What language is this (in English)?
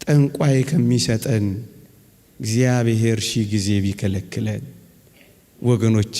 Amharic